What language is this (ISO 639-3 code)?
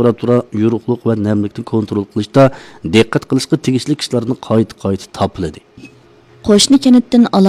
uig